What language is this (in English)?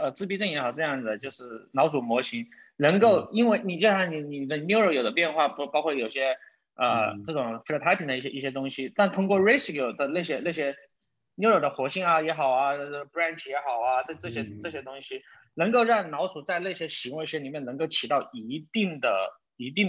Chinese